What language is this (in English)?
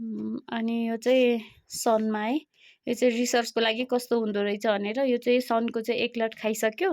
Nepali